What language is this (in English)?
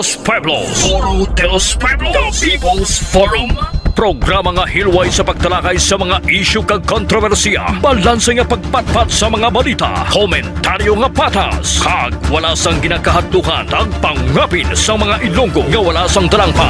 Hiligaynon